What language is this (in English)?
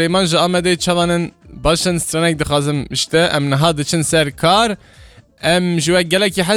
Kurdish